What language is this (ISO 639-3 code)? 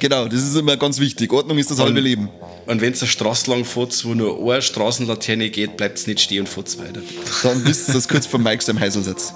bar